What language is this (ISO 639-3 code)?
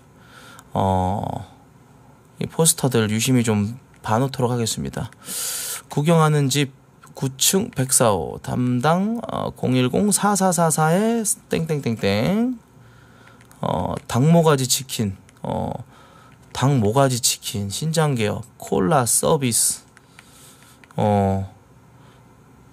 kor